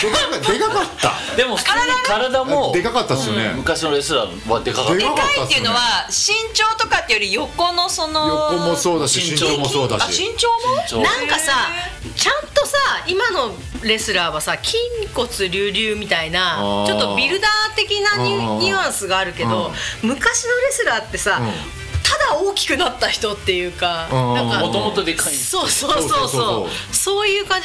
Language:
Japanese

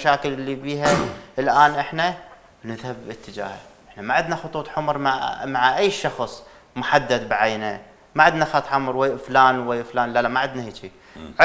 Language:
Mesopotamian Arabic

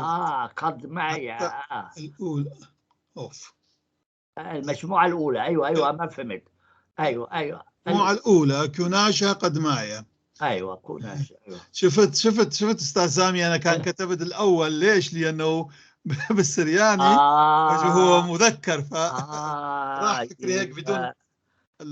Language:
North Levantine Arabic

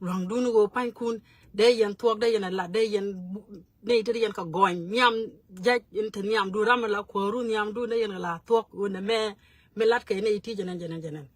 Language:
Nuer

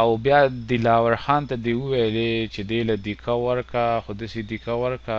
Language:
Pashto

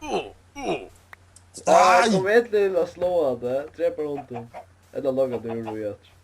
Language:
Faroese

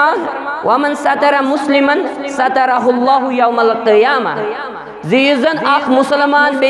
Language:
Kashmiri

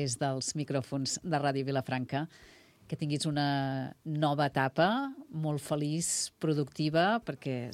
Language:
Catalan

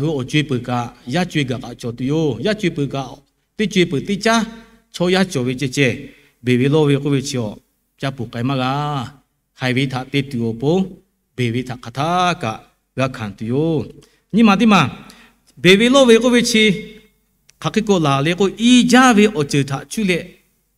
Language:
Lahu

